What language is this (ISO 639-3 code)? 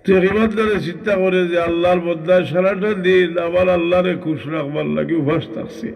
syl